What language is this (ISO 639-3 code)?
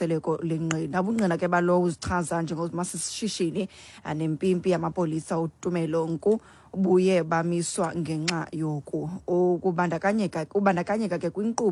xho